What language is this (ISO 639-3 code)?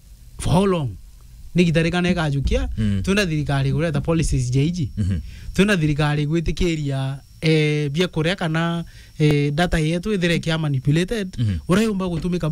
mer